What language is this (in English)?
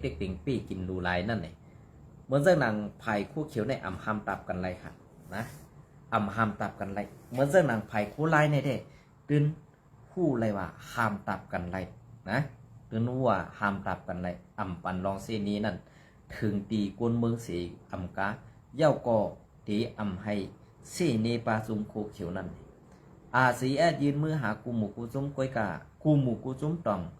Shan